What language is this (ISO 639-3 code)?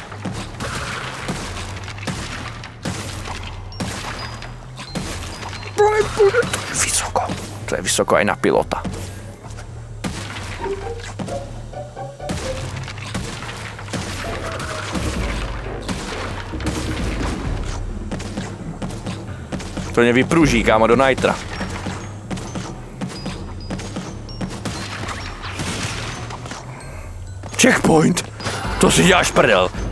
ces